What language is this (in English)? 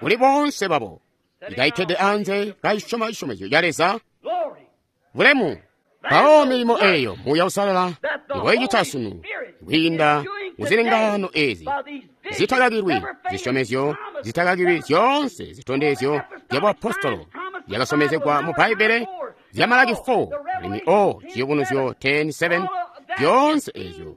Tonga (Zambia)